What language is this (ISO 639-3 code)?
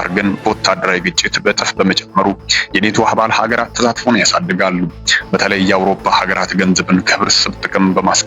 amh